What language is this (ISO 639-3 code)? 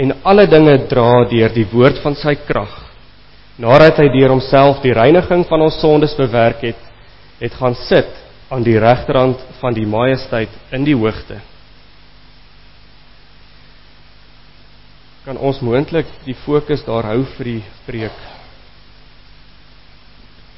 afr